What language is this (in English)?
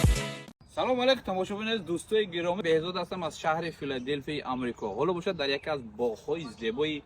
Tajik